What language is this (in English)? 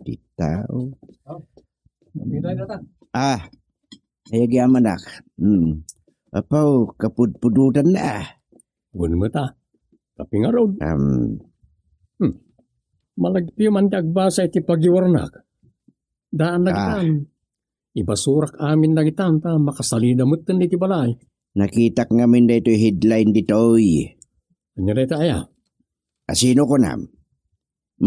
Iloko